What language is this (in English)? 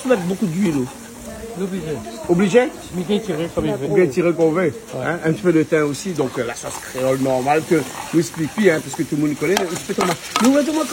Réunion Creole French